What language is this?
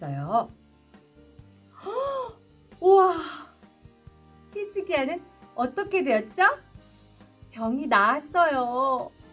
Korean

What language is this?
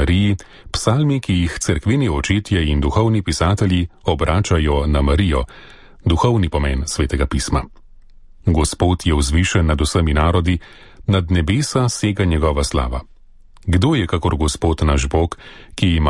Slovenian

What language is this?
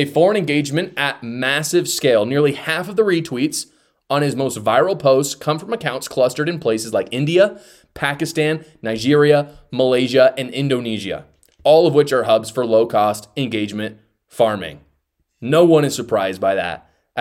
English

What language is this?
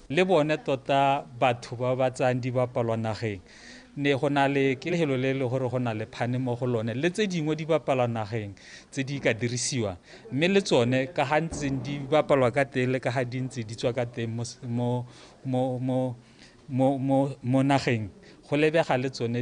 Tswana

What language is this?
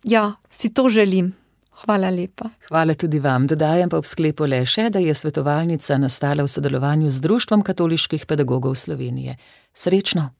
Slovenian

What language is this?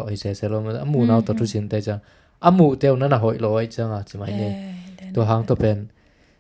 Tedim Chin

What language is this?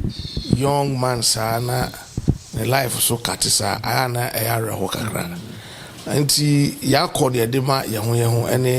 Akan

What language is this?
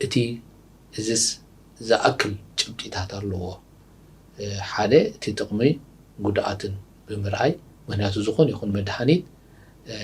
Tigrinya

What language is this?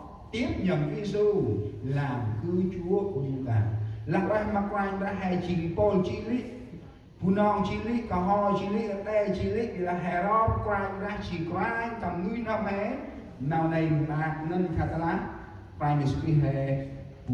Central Mnong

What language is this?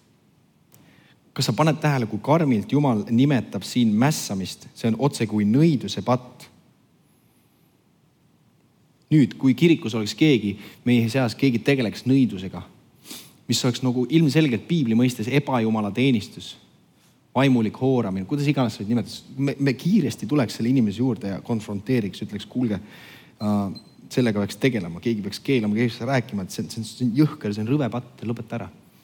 Estonian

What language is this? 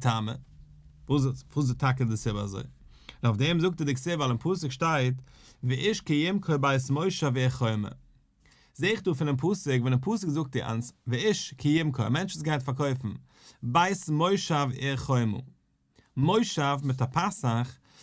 Yiddish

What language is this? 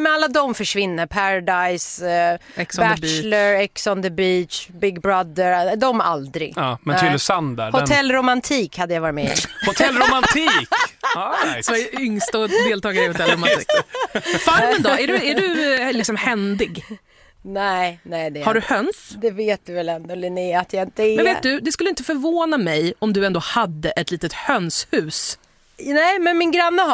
Swedish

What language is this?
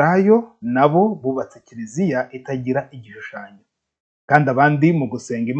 Kinyarwanda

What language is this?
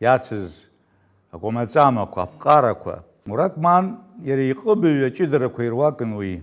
Abkhazian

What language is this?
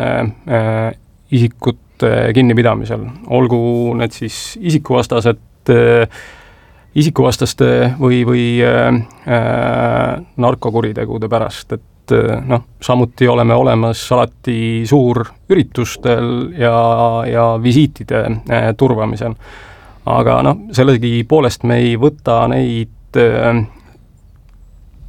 Estonian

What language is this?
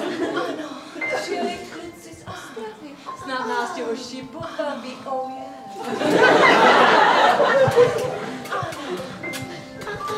Czech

